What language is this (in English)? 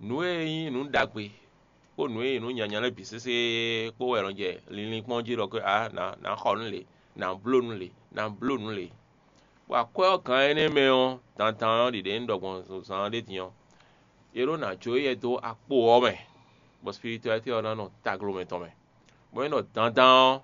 Fon